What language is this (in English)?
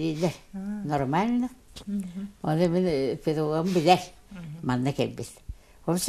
Yakut